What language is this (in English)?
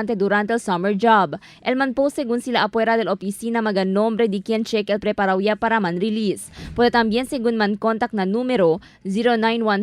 Chavacano